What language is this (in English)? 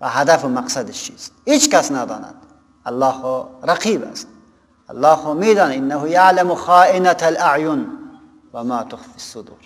Persian